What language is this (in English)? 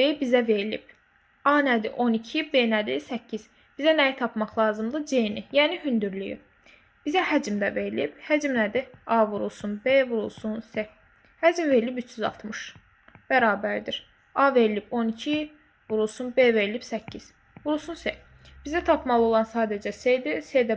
Azerbaijani